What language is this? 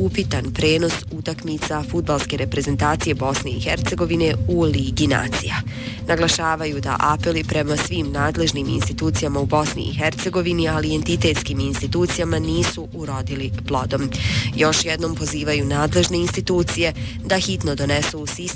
Bosnian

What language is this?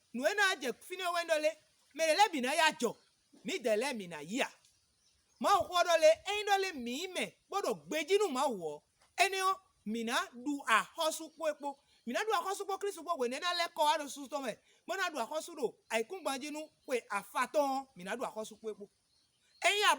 Fon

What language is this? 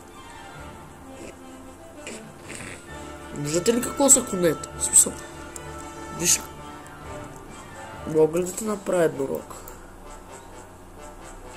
Bulgarian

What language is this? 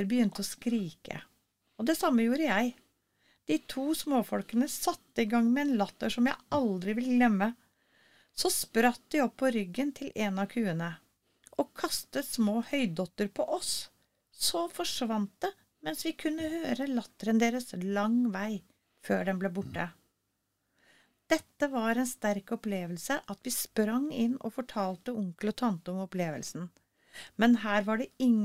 Norwegian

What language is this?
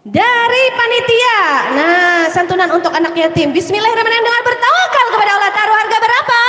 Banjar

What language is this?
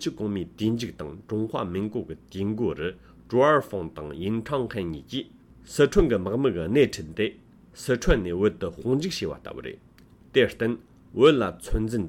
Tibetan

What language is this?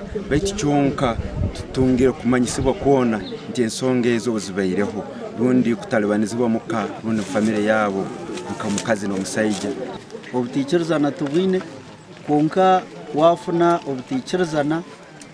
Nyankole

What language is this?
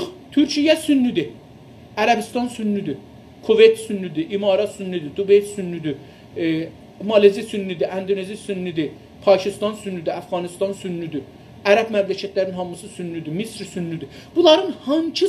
South Azerbaijani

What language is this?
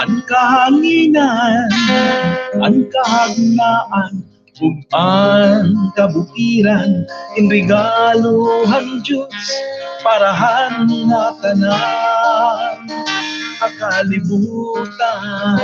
Waray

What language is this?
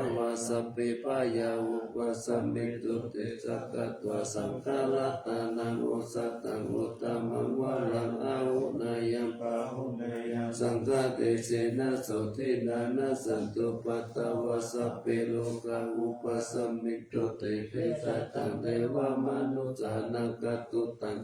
Pali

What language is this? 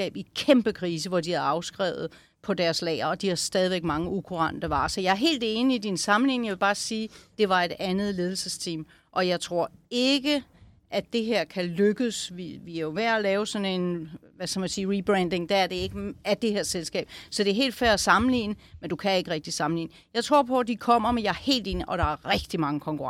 Danish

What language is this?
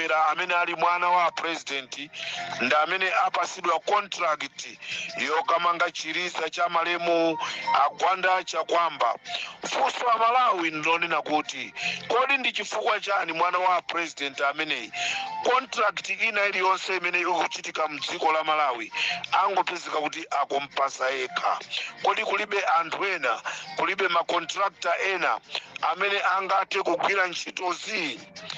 Nyanja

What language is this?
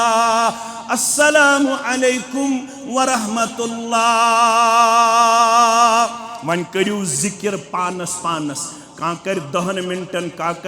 Kashmiri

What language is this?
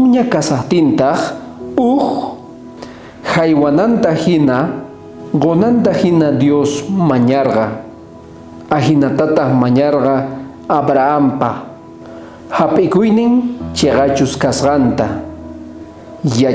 South Bolivian Quechua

